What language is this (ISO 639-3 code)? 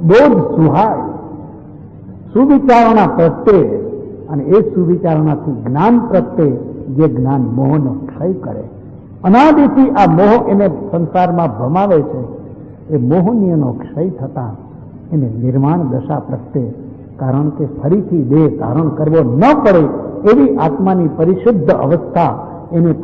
guj